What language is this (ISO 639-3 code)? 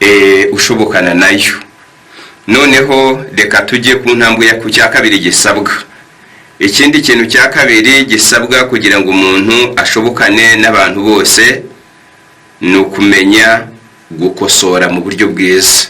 kin